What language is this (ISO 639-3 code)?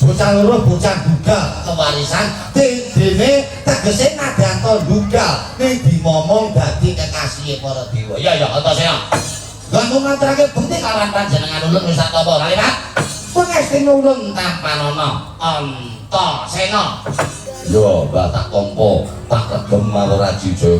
jav